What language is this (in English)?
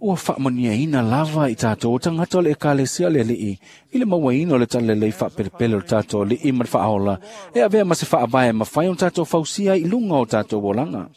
Samoan